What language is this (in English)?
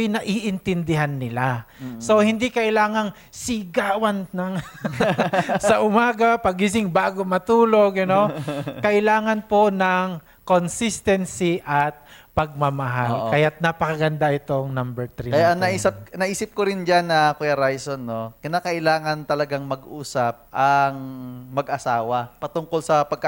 Filipino